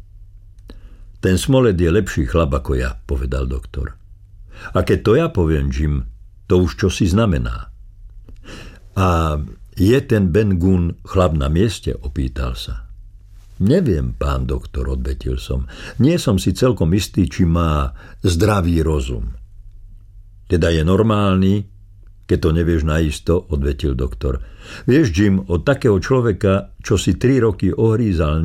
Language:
Slovak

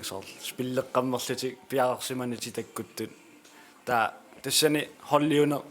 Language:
Kalaallisut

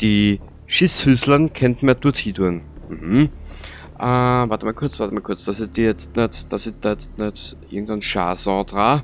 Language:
Bavarian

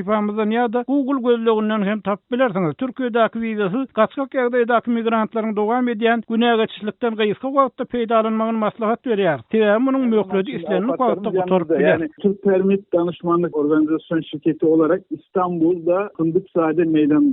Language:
Turkmen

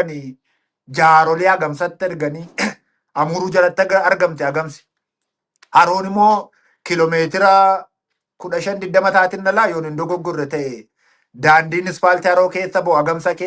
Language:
Oromo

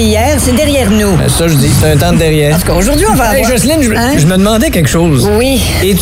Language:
French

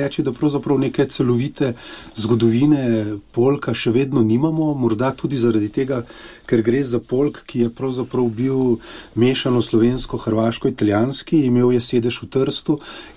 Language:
Slovenian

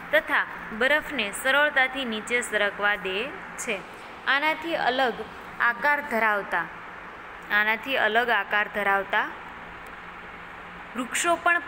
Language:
Gujarati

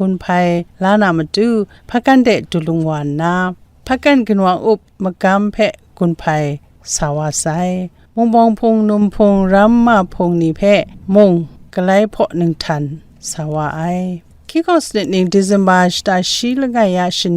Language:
Kachin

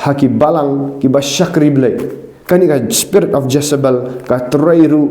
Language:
Khasi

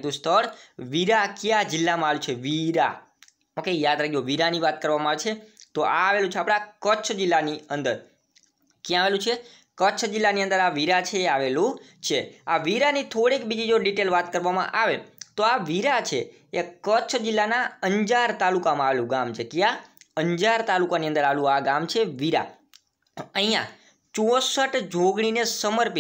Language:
Gujarati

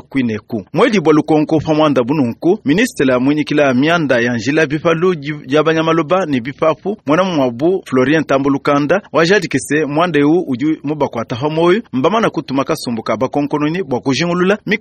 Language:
Luba-Lulua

